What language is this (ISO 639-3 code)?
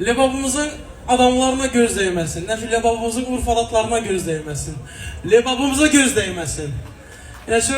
tuk